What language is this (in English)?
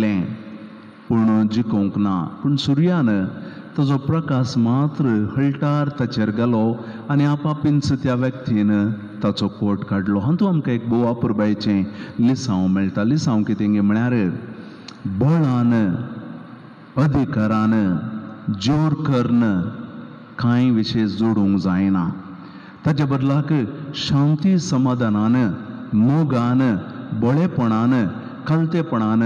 Konkani